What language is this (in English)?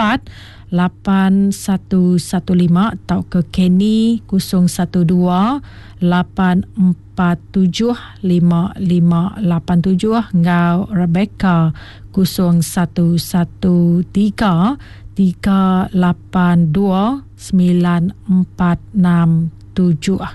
Malay